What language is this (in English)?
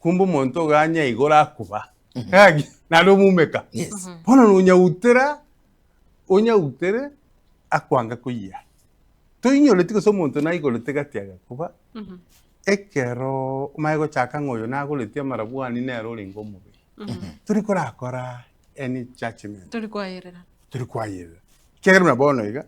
Gusii